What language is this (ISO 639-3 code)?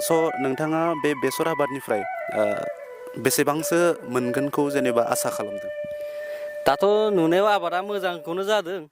brx